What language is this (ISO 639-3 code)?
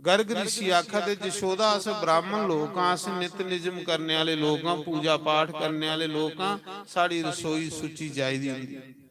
doi